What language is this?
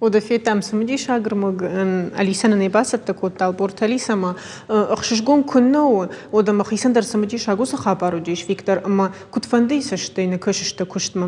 Ossetic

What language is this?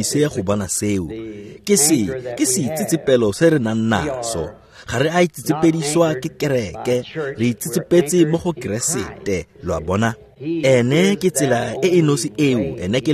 Tswana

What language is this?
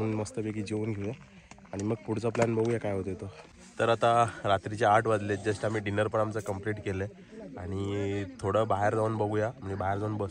Marathi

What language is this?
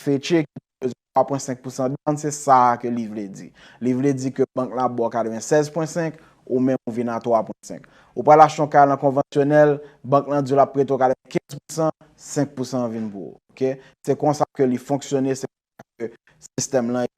Haitian Creole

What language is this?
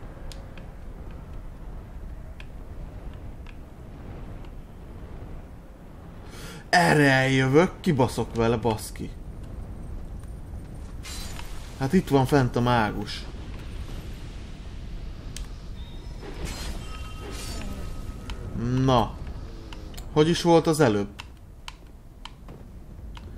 Hungarian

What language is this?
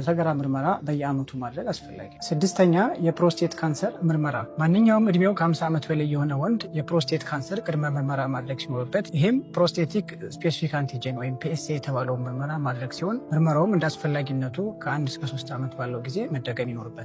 Amharic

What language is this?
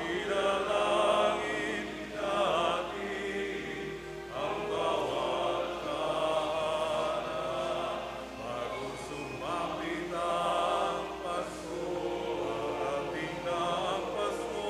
Bikol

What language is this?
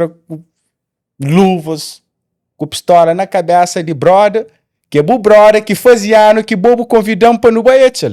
Kabuverdianu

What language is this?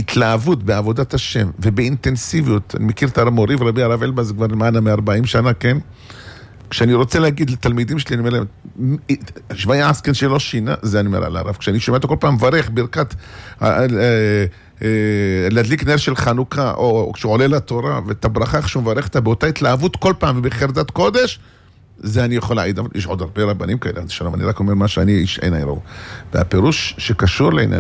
Hebrew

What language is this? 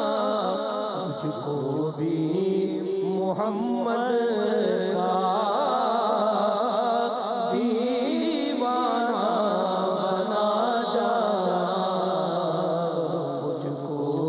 Urdu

